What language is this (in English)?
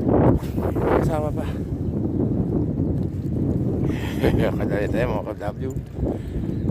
Filipino